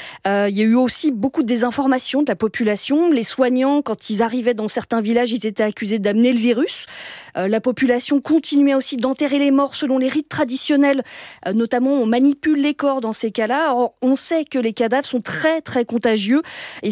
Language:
French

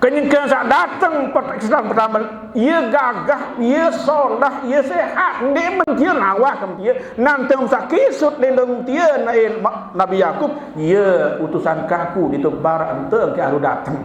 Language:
Sasak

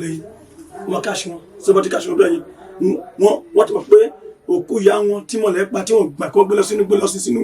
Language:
Yoruba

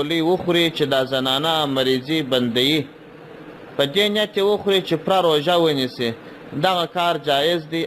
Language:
Pashto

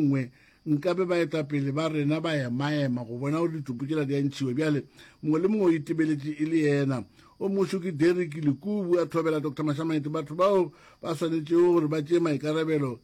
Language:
Northern Sotho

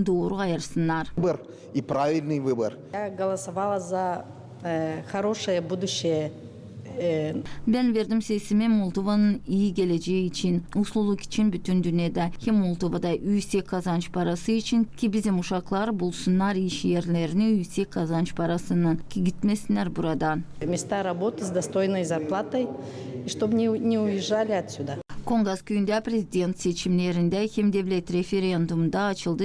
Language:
Gagauz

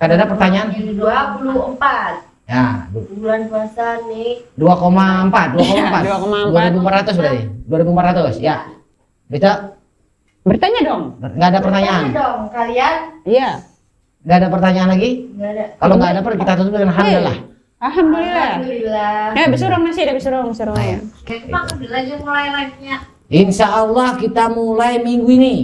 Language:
Banjar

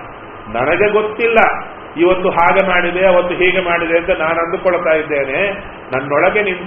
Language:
Kannada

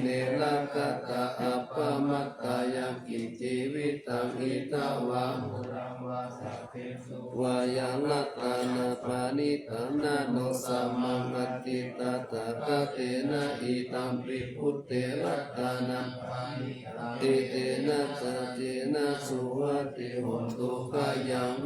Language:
Pali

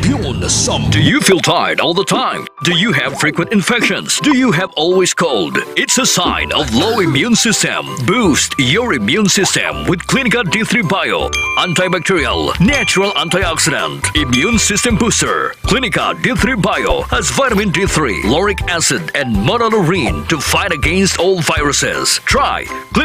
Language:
Hiligaynon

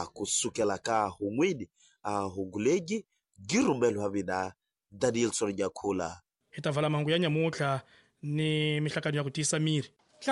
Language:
Tsonga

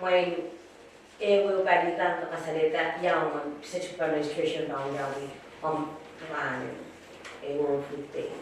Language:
Pohnpeian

